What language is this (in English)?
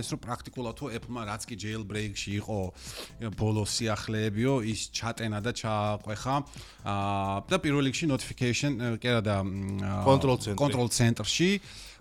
Georgian